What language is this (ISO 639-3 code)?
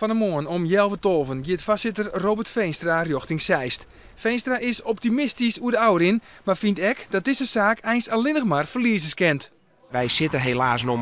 fry